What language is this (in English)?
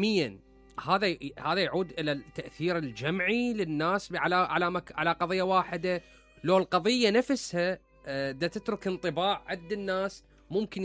Mesopotamian Arabic